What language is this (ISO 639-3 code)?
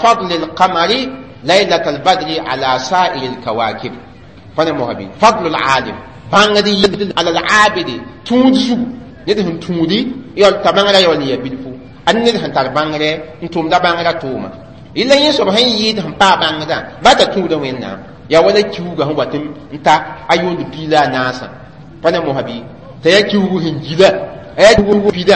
mos